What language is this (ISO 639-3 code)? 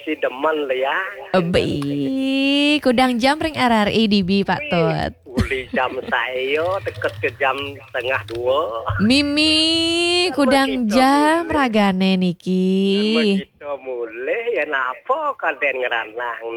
ban